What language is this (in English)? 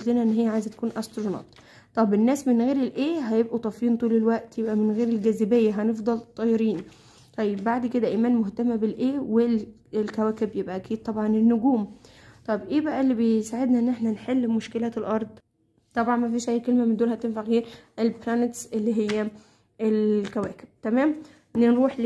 Egyptian Arabic